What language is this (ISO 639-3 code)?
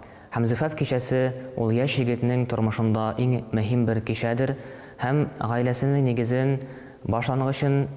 tat